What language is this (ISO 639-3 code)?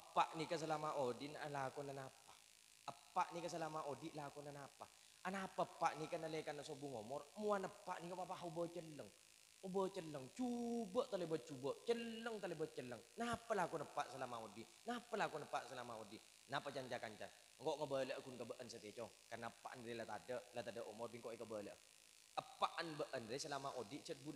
mad